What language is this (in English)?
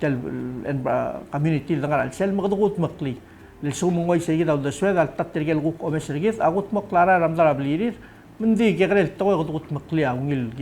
Palauan